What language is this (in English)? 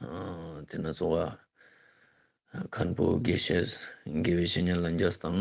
Ladakhi